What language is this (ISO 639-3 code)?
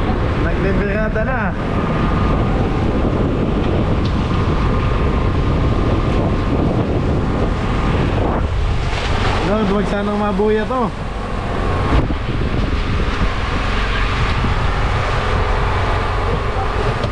fil